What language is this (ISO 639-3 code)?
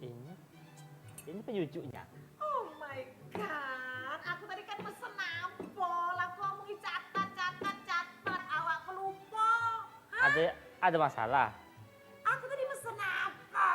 mui